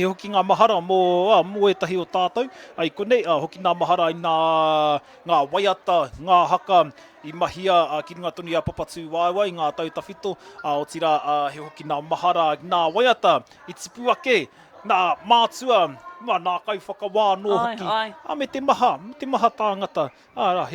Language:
Māori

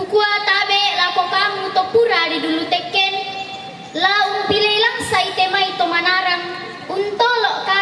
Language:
Toraja-Sa'dan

